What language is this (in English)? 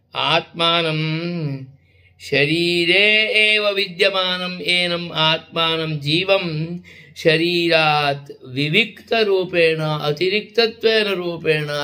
Sanskrit